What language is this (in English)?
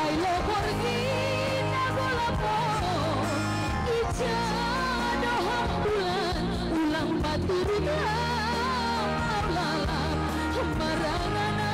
Batak Simalungun